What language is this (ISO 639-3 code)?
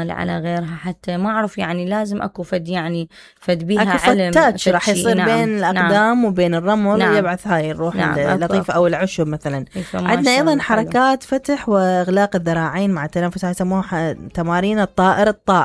acm